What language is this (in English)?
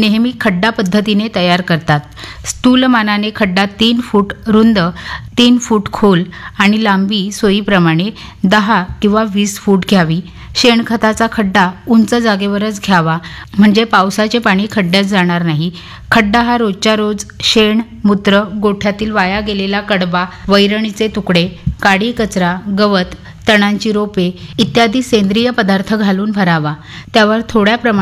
Marathi